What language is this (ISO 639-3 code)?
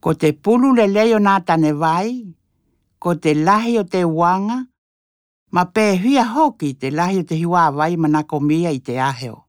tkl